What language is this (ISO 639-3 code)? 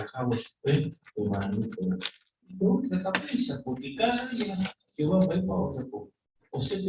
grn